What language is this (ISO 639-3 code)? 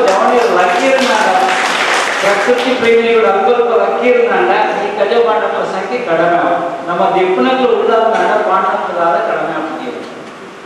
kan